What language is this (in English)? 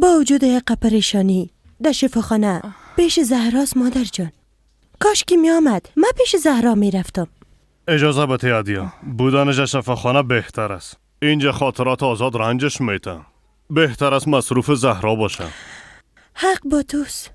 Persian